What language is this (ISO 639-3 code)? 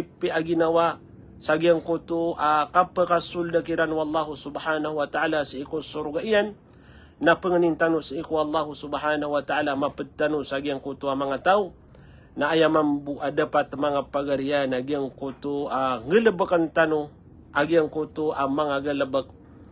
mrw